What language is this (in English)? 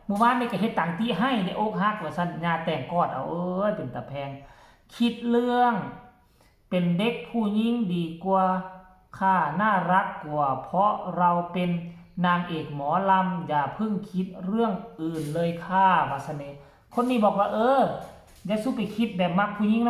Northeastern Thai